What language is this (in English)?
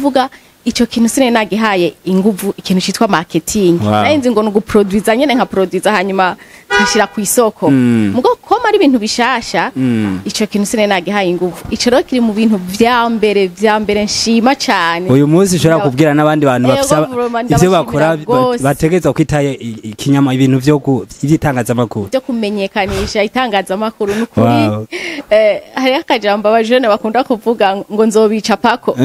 Rundi